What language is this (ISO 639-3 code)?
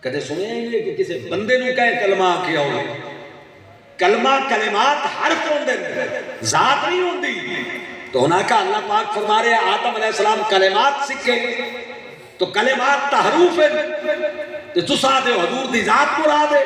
skr